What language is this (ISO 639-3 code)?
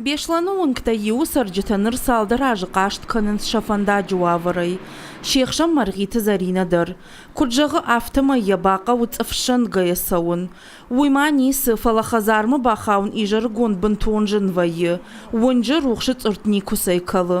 oss